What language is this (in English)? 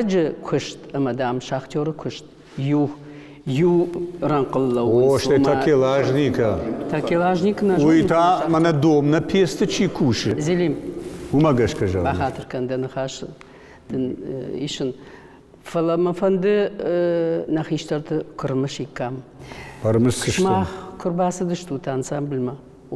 Ossetic